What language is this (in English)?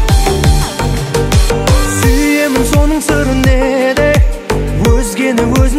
Kazakh